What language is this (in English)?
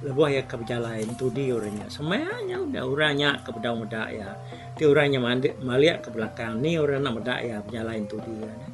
Iban